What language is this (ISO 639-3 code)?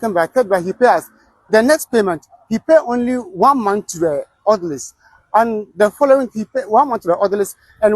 ewe